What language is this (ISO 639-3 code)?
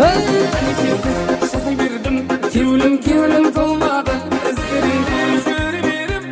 kaa